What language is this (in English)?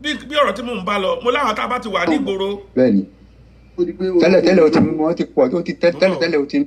Yoruba